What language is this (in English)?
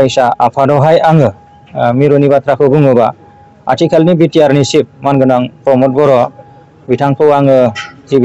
Bodo